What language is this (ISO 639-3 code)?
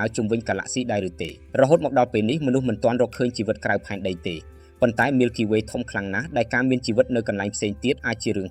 khm